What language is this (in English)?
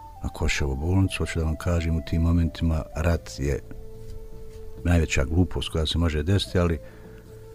Bosnian